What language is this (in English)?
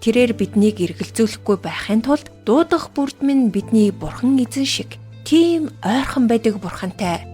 Mongolian